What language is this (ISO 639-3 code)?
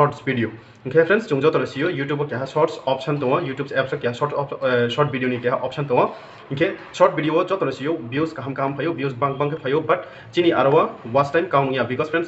ria